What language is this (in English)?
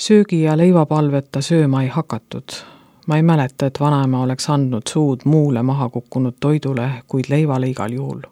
Estonian